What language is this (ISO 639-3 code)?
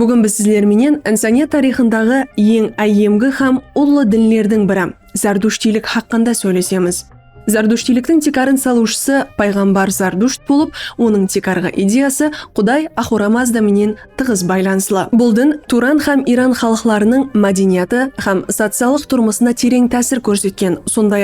kaa